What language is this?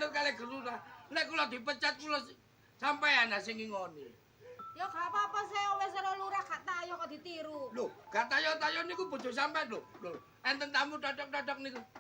Javanese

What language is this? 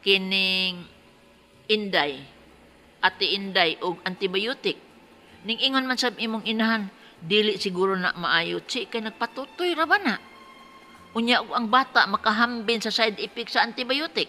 Cebuano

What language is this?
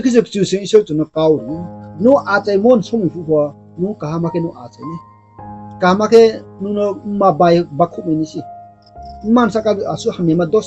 Riang (India)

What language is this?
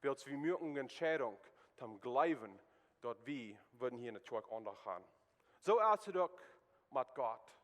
Plautdietsch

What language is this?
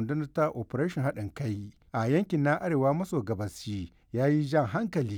Hausa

